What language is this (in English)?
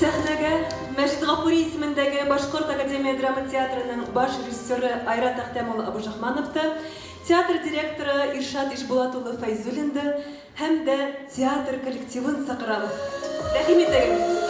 Bashkir